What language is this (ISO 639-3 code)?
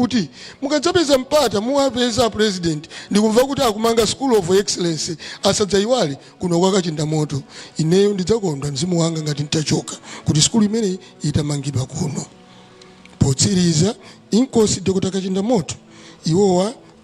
nya